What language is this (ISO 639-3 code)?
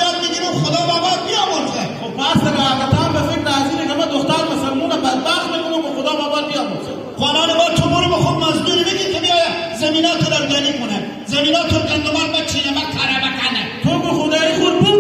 haz